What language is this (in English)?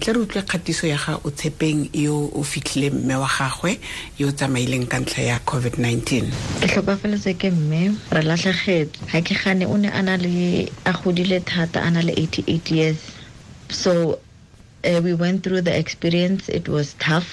Tswana